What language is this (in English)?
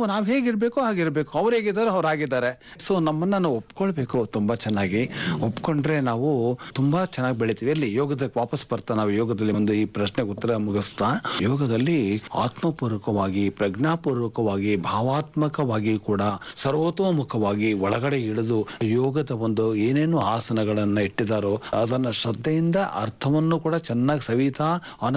Kannada